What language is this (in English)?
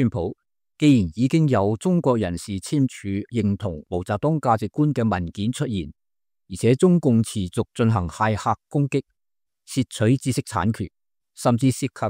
Cantonese